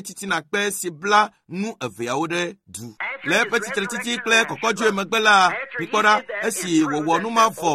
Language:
Ewe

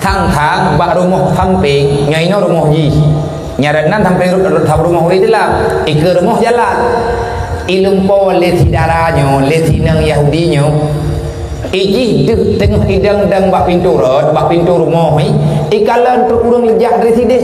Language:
Achinese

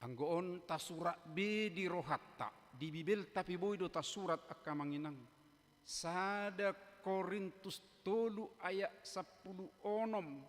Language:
Batak Toba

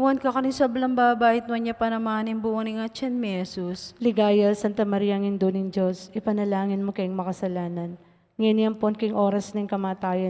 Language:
Pampanga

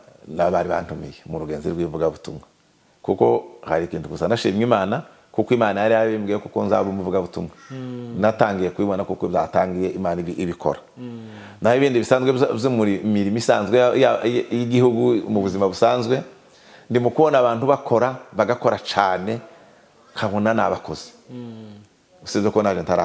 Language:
Kinyarwanda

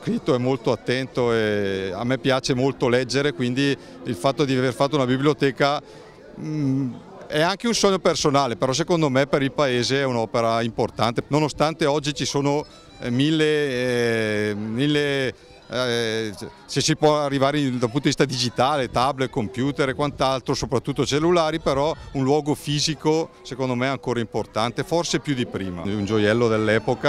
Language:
Italian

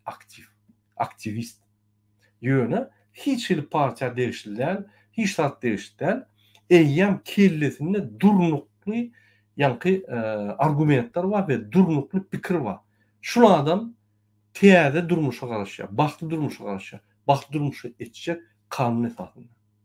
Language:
Turkmen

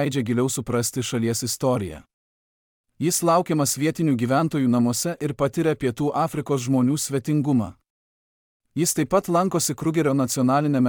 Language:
Lithuanian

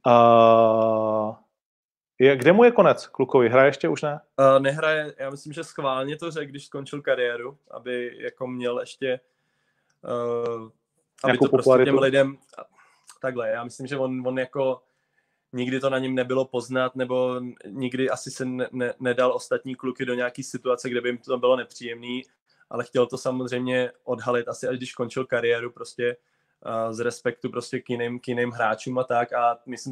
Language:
Czech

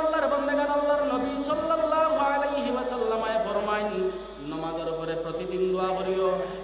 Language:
Sylheti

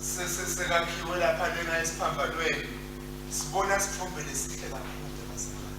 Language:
Swati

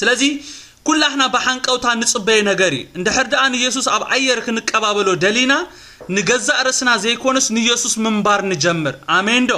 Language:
Tigrinya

